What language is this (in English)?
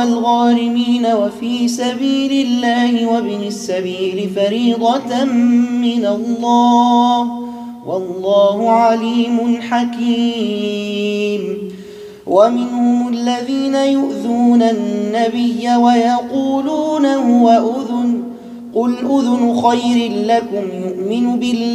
Arabic